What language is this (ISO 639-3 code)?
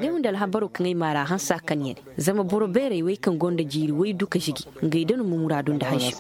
ses